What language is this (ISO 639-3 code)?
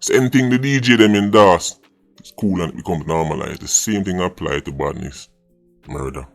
jam